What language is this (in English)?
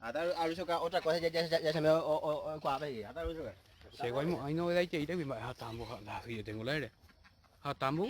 Guarani